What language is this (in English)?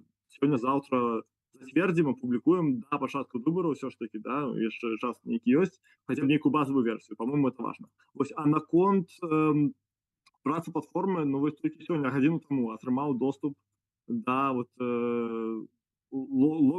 Belarusian